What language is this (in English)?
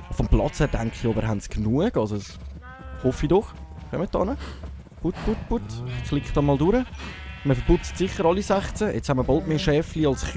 Swiss German